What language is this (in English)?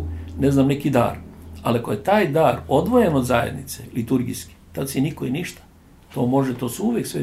Serbian